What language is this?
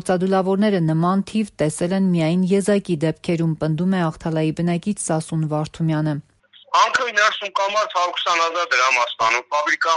Armenian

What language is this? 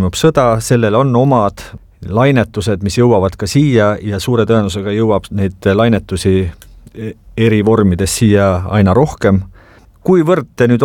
Estonian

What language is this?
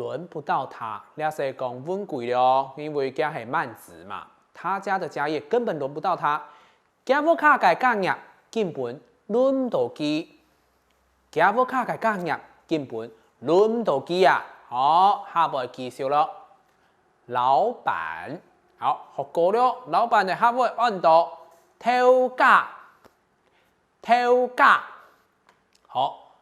Hakka Chinese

